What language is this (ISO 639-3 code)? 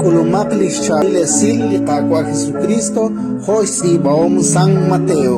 kek